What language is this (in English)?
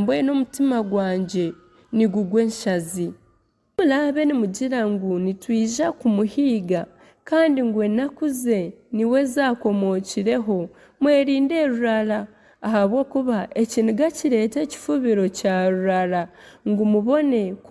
Nyankole